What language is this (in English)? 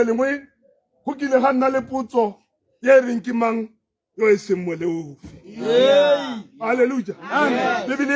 Tswana